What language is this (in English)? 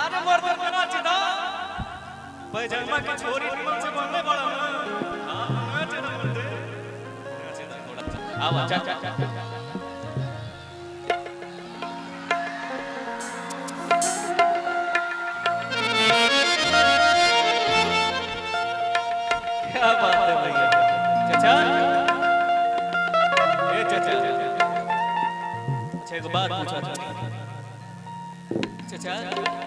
Bhojpuri